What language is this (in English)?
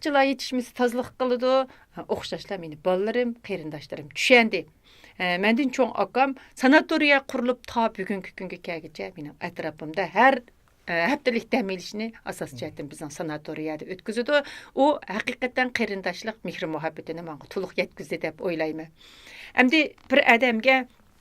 Uyghur